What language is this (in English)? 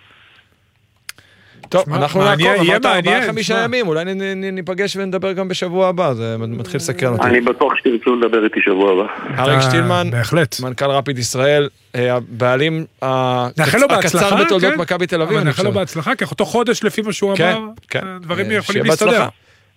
Hebrew